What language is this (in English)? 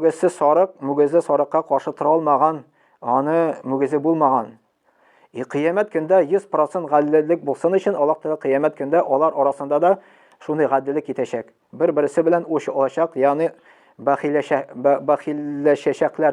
Tatar